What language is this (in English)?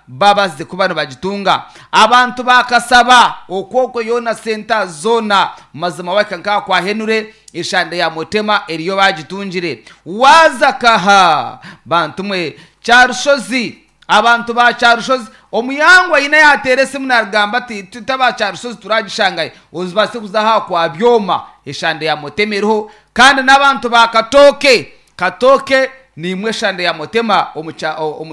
Nyankole